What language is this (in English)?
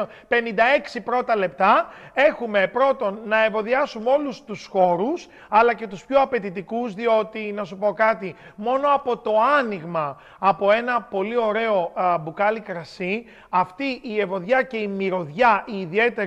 Greek